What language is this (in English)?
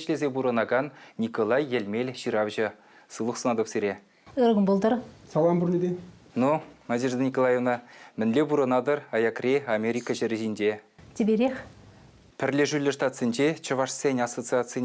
Chuvash